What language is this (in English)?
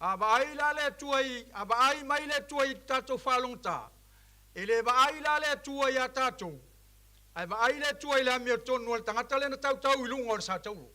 Samoan